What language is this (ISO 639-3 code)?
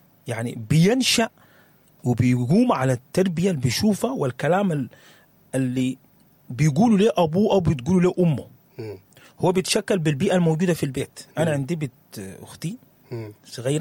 apd